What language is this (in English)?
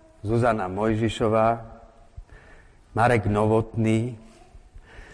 Slovak